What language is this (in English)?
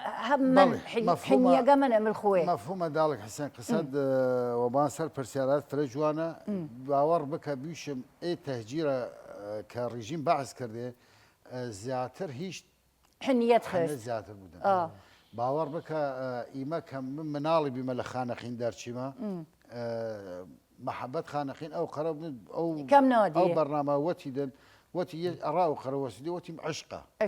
Southern Kurdish